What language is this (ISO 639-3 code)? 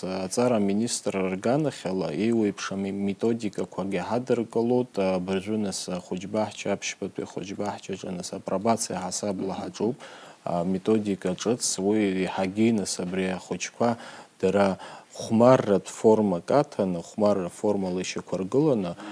abk